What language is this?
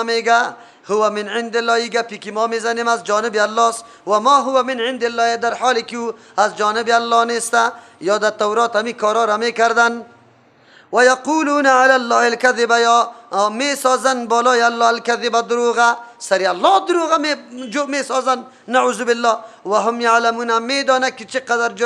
Persian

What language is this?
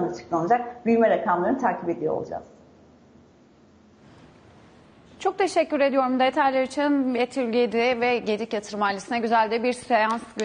Turkish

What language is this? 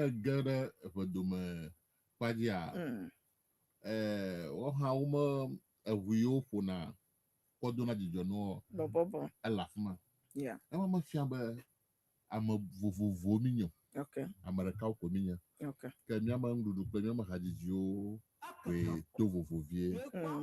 Ewe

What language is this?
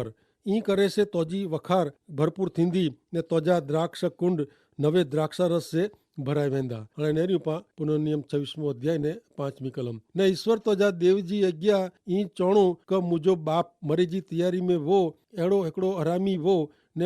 Kachhi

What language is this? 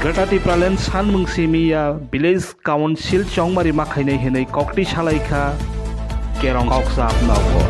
Kok Borok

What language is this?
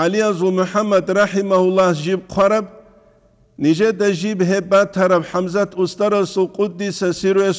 Avaric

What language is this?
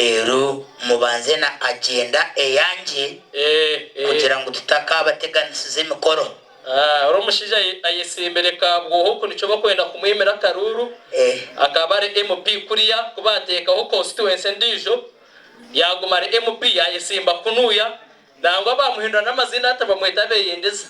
Nyankole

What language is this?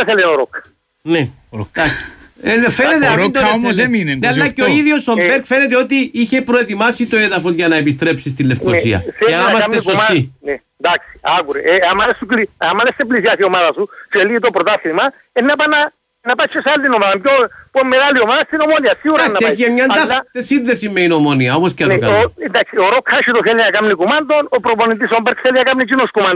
Greek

